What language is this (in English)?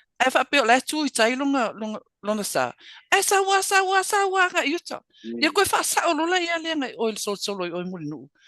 Samoan